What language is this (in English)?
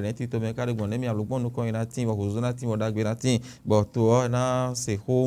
Fon